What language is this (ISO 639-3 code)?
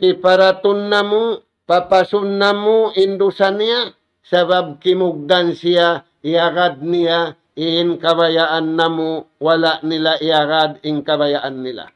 tsg